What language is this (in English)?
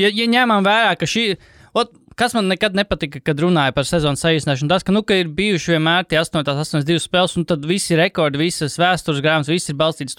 Latvian